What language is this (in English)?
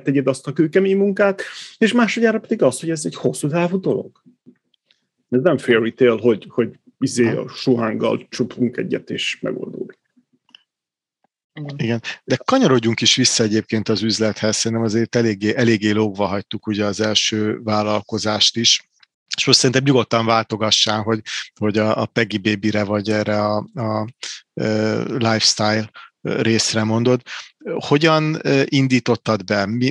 Hungarian